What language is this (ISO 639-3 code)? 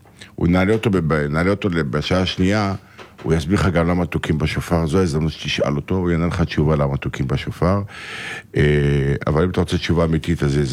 heb